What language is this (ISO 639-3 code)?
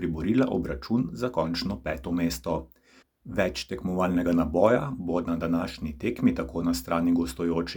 slv